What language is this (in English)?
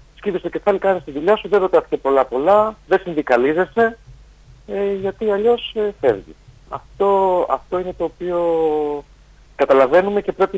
Greek